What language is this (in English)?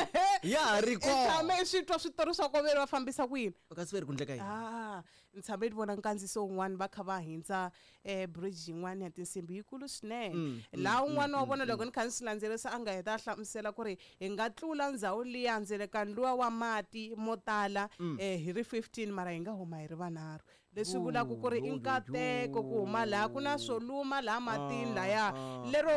Tsonga